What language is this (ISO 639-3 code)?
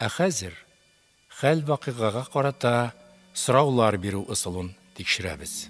tat